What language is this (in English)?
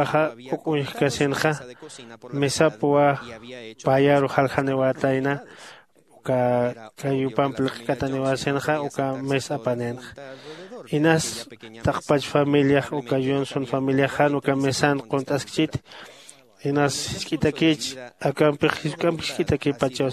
Aymara